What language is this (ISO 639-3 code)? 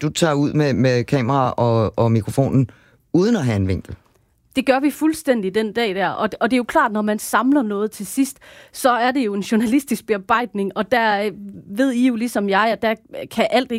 dan